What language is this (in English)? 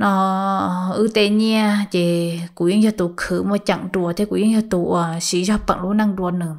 Hmong